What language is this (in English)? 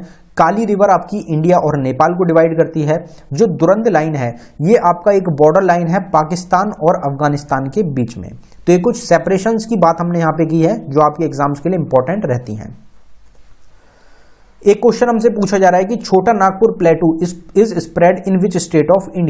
Hindi